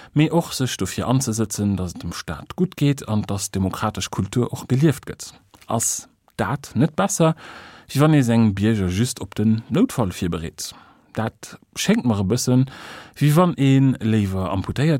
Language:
Luxembourgish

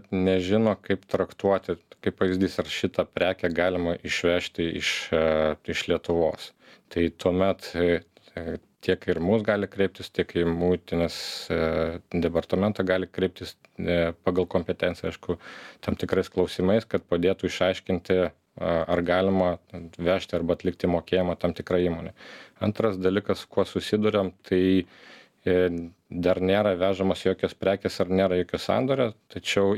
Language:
Lithuanian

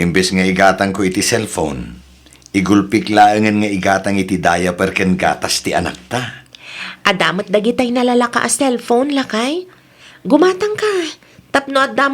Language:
Iloko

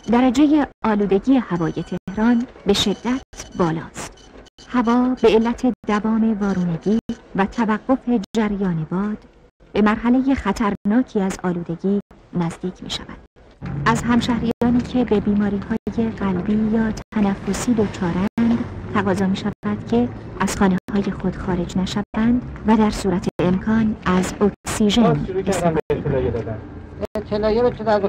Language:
Persian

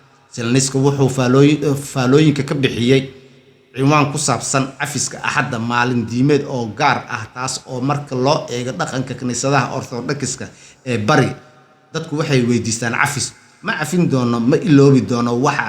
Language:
Somali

